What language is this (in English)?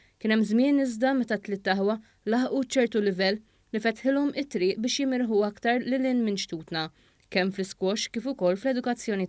Maltese